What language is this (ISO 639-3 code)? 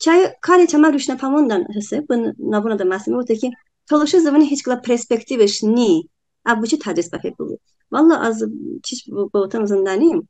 tly